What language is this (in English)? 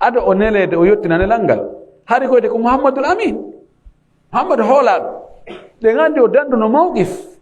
Fula